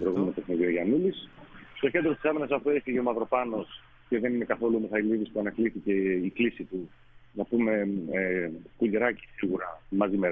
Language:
Greek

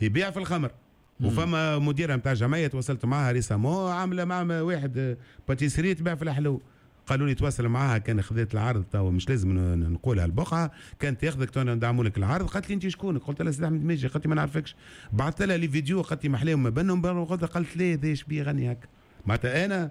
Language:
Tunisian Arabic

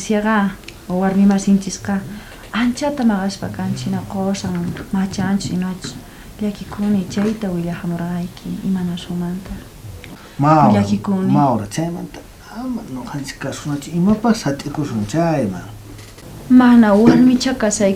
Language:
South Bolivian Quechua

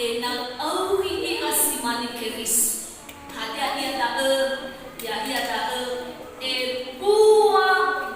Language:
Nias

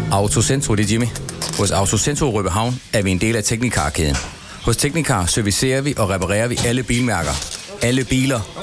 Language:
Danish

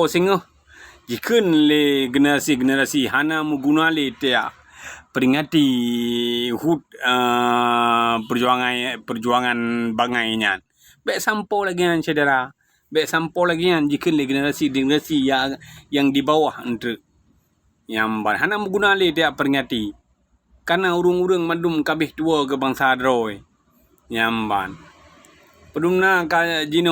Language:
Achinese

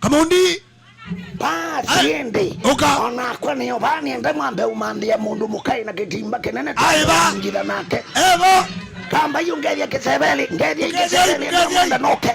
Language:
Kamba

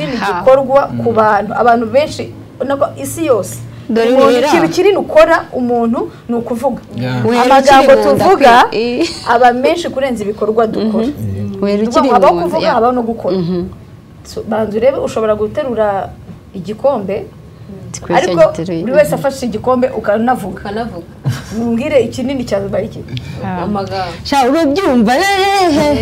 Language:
Kinyarwanda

